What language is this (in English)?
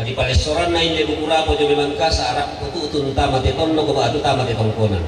Toraja-Sa'dan